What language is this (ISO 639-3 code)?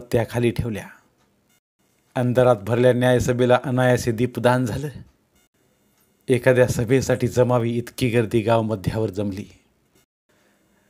mar